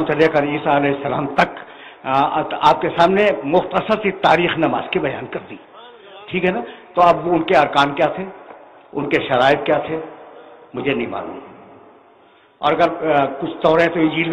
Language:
Urdu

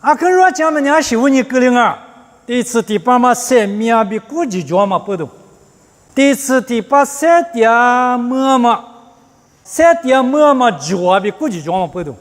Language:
Lisu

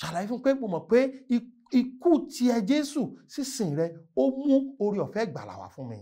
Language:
Yoruba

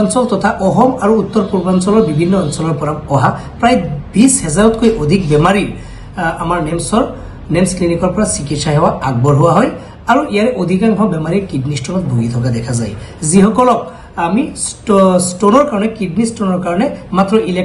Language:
Assamese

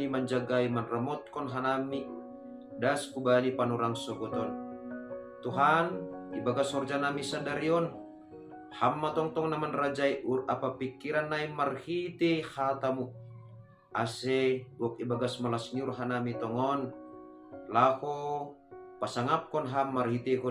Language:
Batak Simalungun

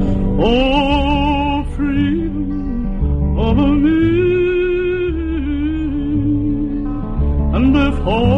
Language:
French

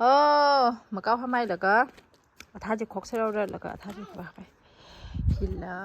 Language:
Tangkhul Naga (India)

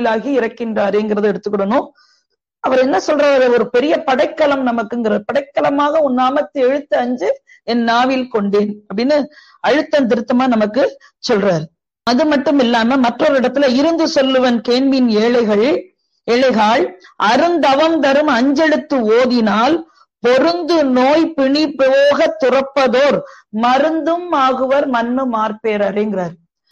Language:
Tamil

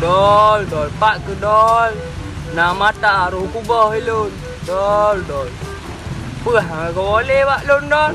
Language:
Achinese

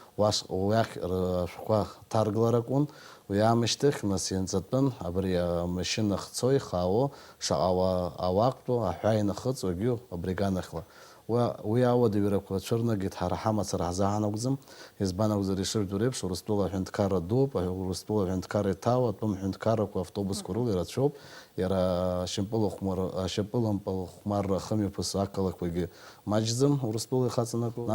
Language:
Abkhazian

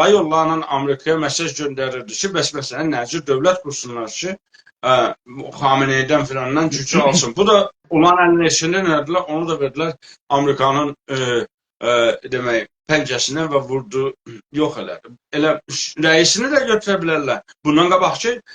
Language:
South Azerbaijani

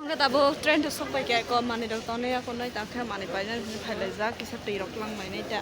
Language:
Kok Borok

